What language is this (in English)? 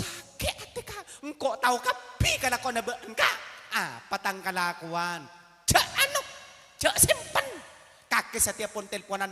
Madurese